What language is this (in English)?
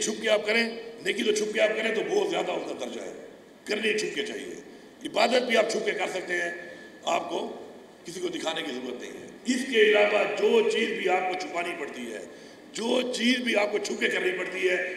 Urdu